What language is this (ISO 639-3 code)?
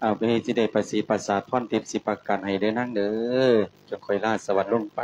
lao